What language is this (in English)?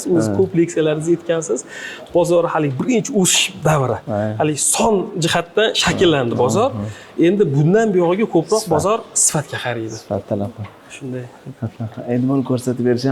Uzbek